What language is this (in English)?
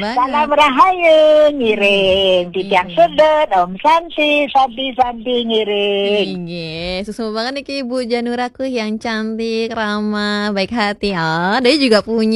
Balinese